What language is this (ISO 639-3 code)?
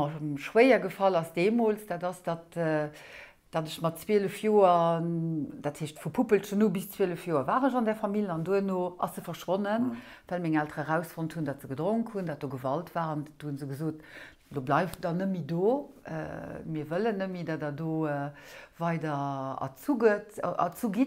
ltz